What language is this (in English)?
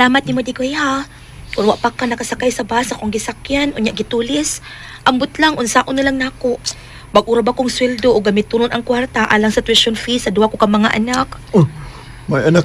Cebuano